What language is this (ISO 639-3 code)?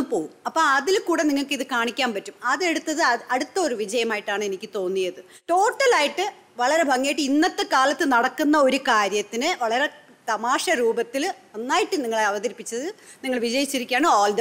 mal